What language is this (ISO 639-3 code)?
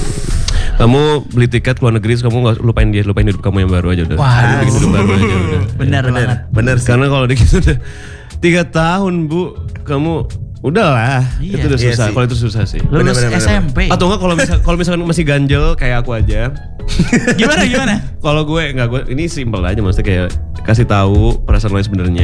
ind